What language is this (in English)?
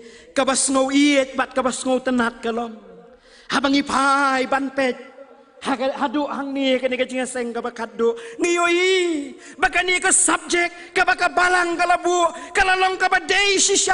Khasi